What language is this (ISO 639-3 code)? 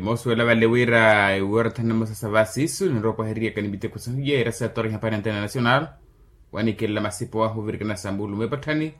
vmw